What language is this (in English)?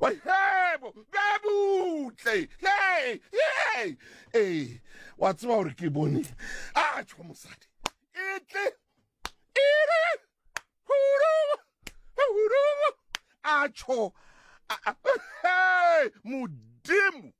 Southern Sotho